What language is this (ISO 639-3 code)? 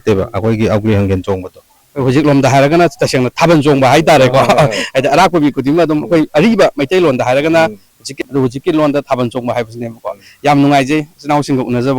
mni